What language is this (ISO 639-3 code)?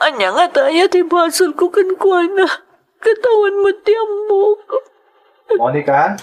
ilo